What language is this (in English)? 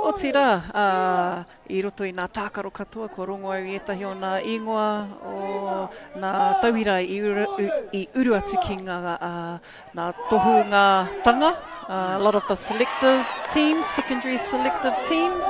Māori